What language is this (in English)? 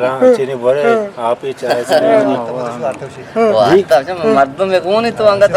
Eastern Balochi